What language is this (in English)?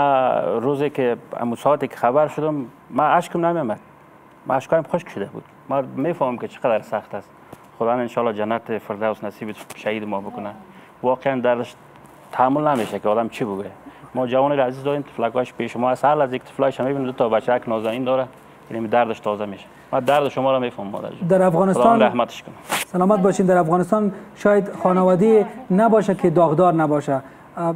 Persian